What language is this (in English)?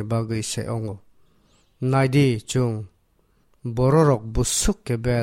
Kok Borok